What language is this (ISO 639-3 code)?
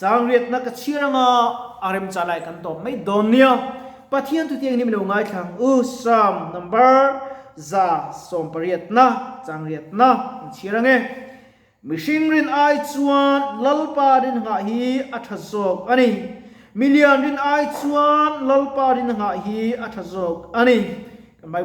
lus